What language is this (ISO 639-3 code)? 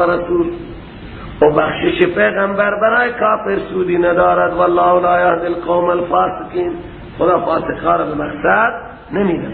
fas